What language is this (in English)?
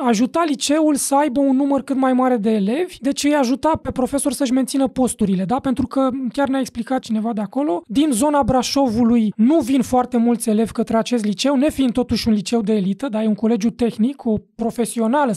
Romanian